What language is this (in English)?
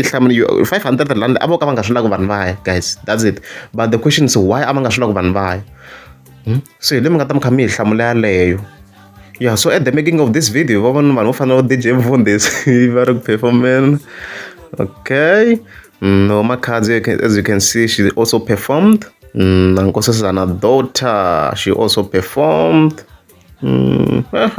Tsonga